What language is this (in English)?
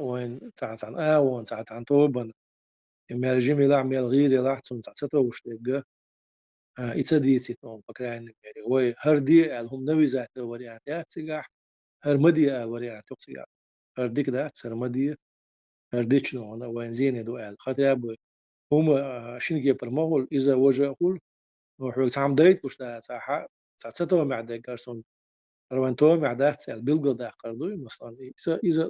Chechen